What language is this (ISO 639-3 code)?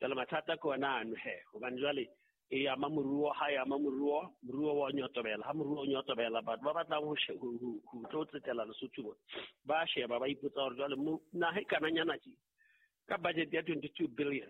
sot